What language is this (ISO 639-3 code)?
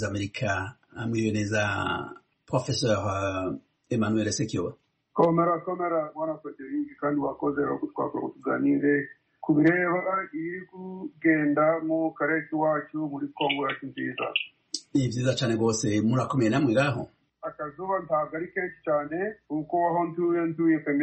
kin